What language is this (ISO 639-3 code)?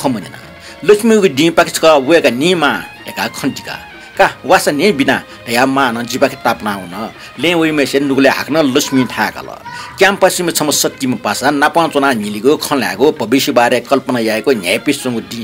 new